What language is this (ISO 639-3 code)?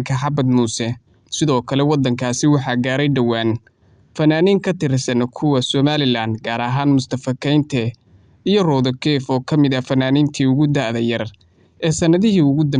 som